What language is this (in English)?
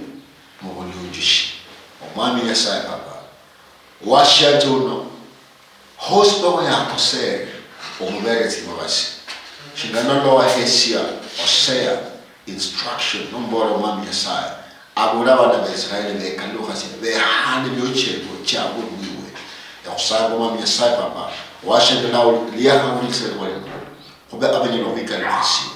Luyia